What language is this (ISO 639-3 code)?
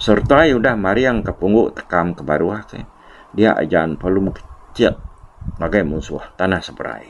iba